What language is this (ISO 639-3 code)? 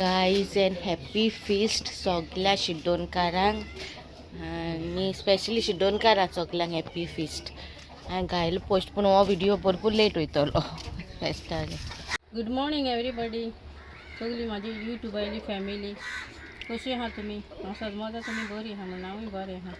kok